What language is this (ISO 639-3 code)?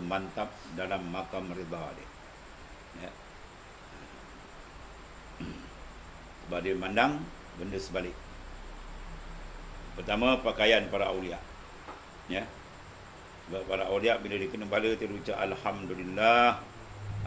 msa